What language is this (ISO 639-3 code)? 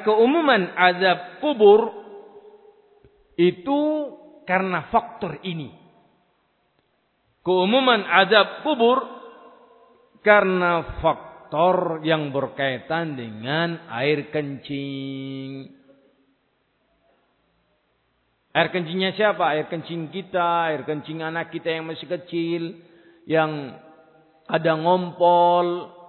ind